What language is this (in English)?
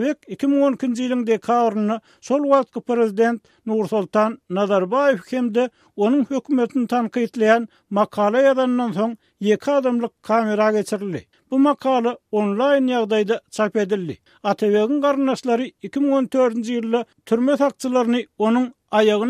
Turkmen